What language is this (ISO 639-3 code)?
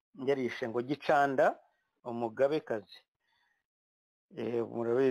kin